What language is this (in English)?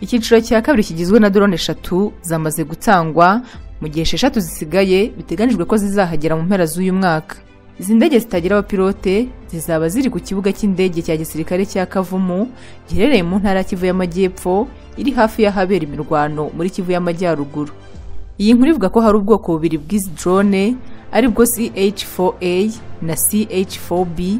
Kinyarwanda